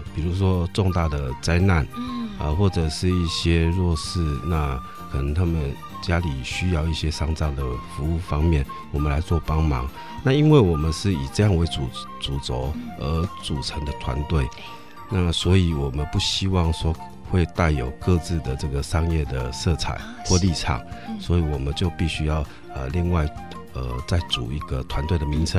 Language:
Chinese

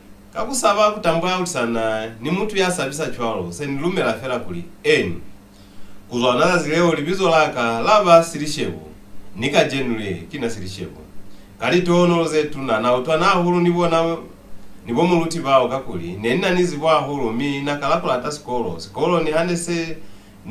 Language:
Lozi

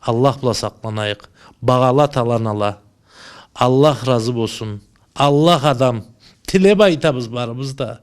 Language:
Karachay-Balkar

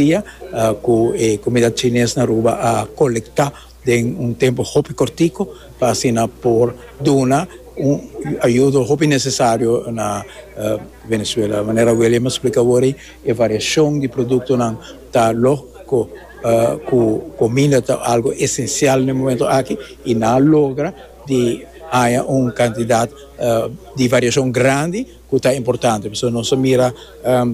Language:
Papiamento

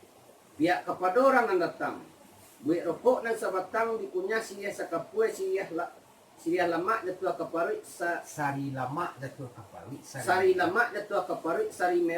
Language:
Minangkabau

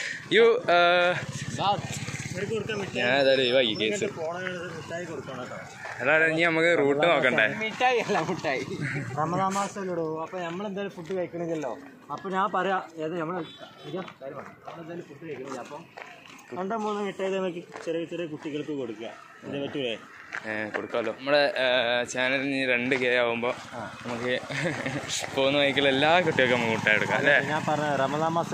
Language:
Malayalam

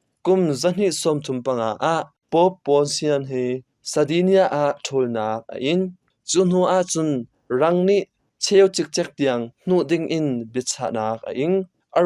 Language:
Hakha Chin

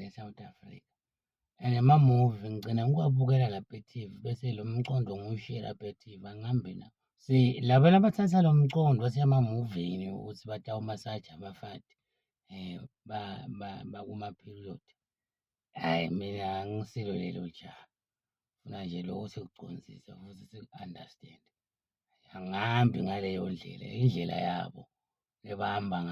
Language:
Zulu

